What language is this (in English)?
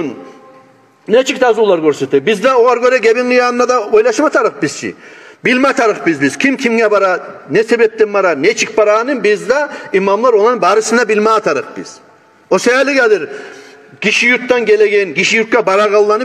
Kumyk